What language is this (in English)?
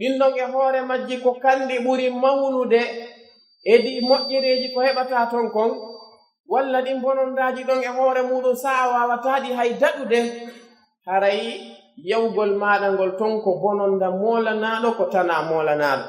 Pular